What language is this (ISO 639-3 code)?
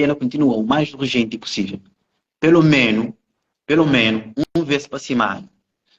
kea